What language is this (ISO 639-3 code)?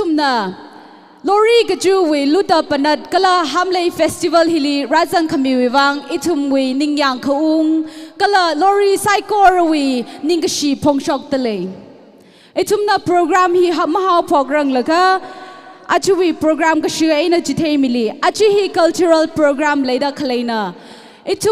nmf